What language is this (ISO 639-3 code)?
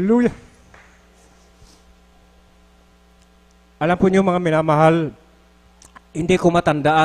fil